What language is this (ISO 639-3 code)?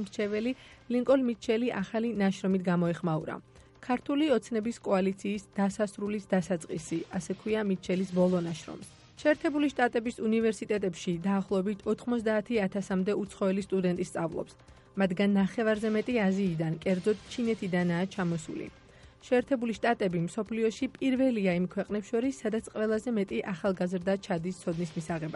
kat